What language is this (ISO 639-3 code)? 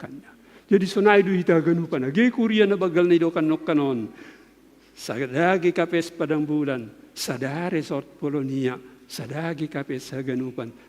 bts